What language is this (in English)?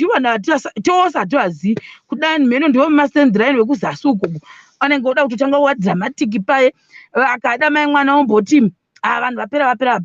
Shona